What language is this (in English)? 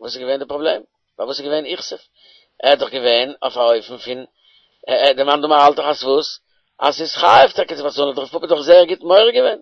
Yiddish